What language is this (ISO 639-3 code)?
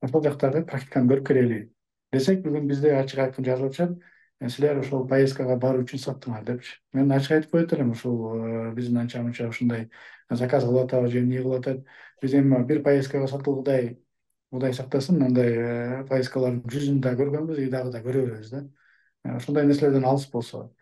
kir